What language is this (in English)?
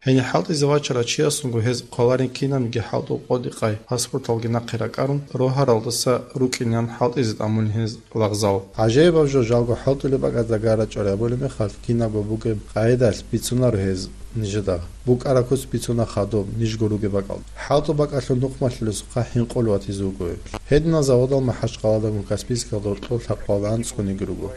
Avaric